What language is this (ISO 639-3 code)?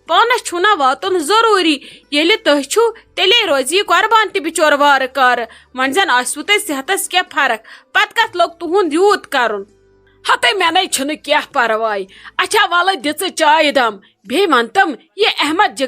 kas